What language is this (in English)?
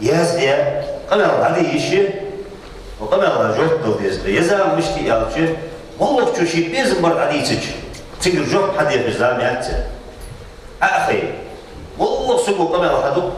Ingush